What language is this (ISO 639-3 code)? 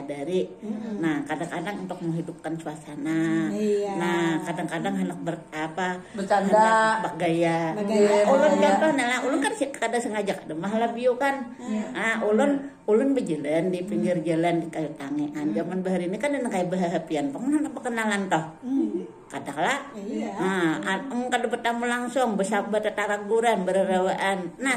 bjn